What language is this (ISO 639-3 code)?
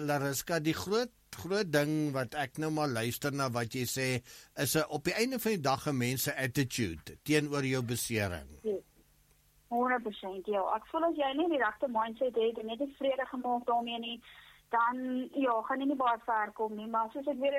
afr